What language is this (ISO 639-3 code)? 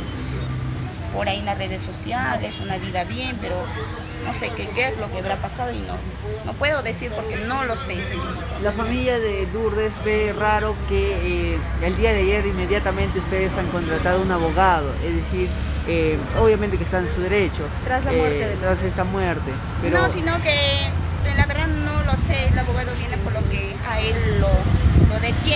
spa